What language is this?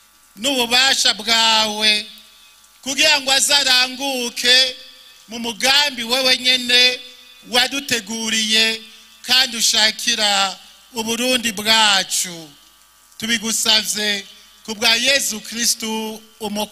Rundi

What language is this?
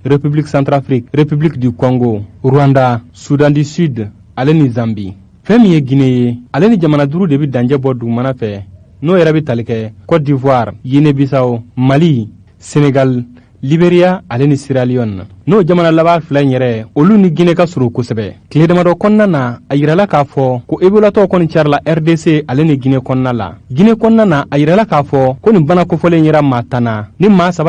Bambara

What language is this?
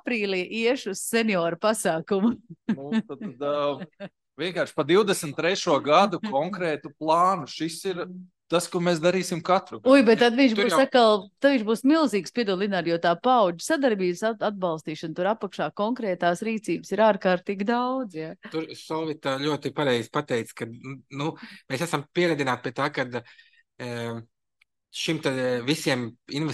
Latvian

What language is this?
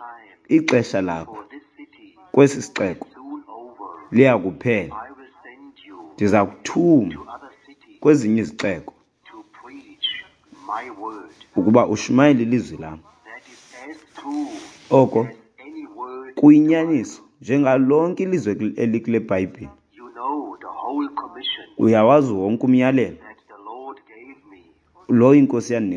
Xhosa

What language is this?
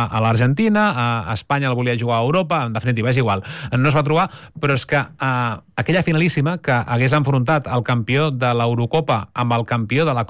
Catalan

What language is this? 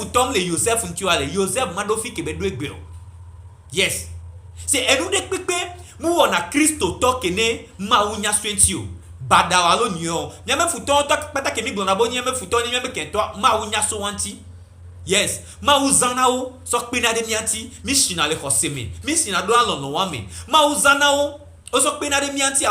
Gen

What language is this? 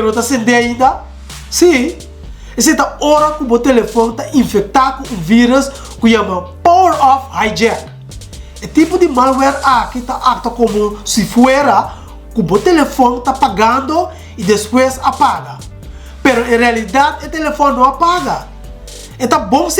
Papiamento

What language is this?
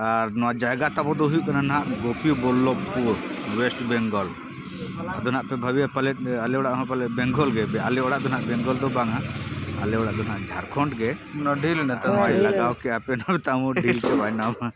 Santali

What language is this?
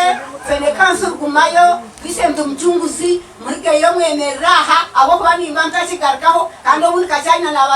Nyankole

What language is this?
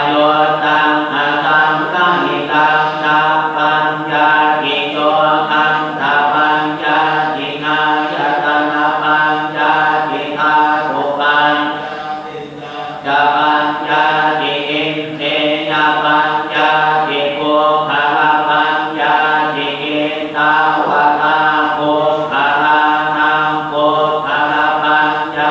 Pali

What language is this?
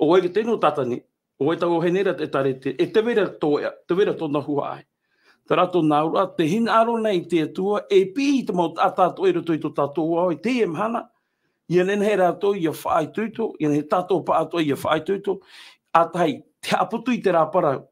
Tahitian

